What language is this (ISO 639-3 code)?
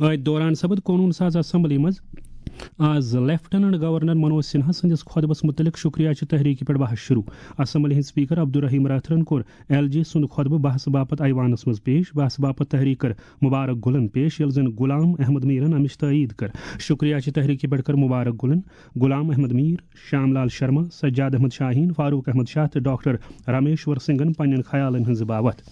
kas